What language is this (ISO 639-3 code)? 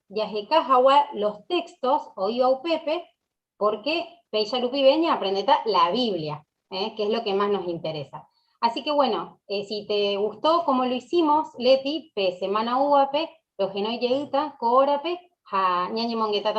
grn